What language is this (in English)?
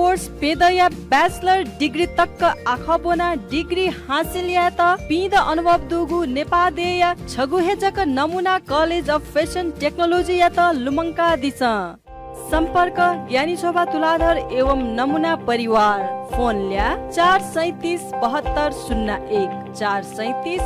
Newari